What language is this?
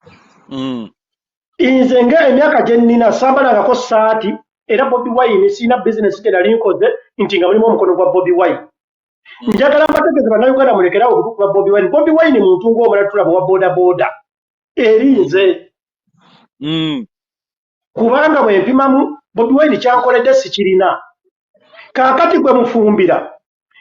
Ganda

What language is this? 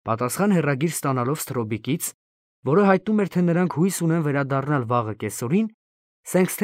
Armenian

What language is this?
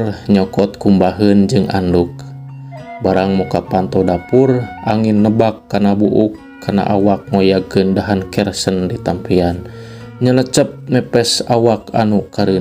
Sundanese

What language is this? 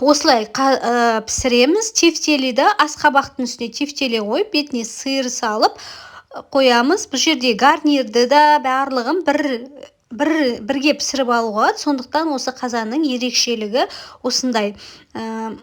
Kazakh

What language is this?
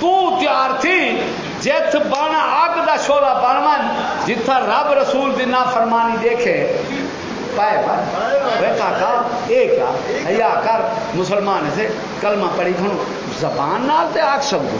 Saraiki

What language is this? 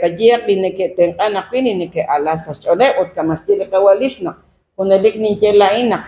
Kekchí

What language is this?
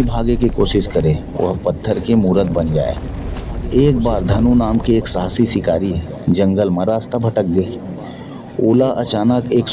Chhattisgarhi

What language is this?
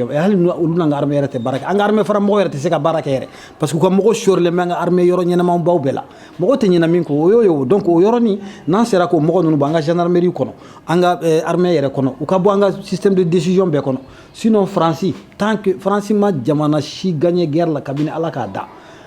Bambara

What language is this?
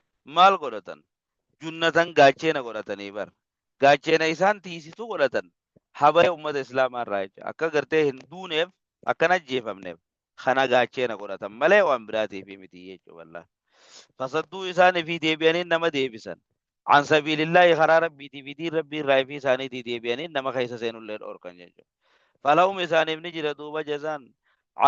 Oromo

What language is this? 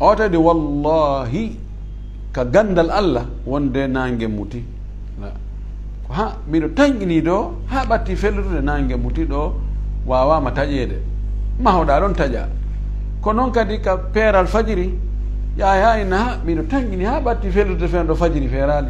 Fula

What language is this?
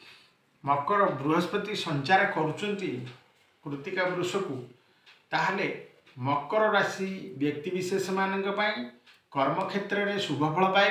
Odia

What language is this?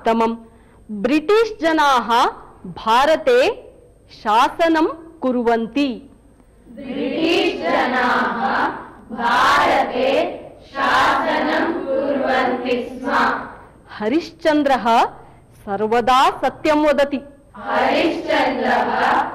Sanskrit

